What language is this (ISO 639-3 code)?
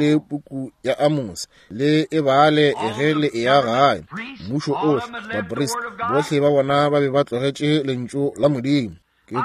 nso